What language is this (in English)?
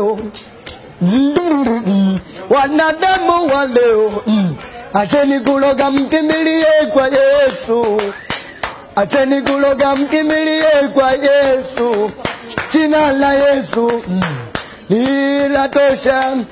Swahili